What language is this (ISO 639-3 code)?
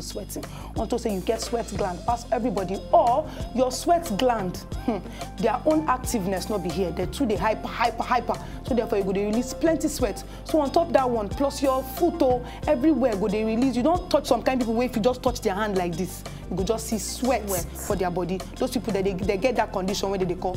pcm